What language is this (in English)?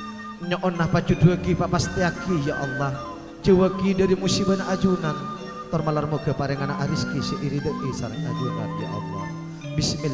Madurese